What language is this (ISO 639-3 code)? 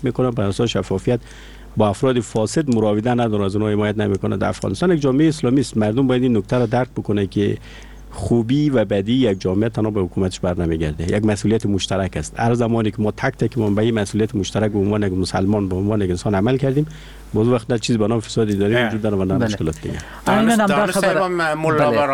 fas